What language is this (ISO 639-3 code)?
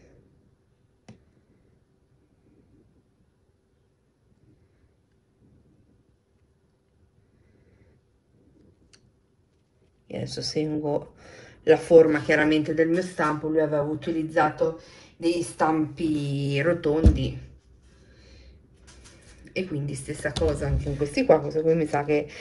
ita